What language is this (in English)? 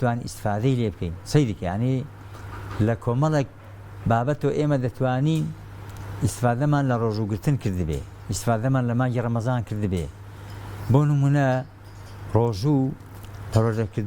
Central Kurdish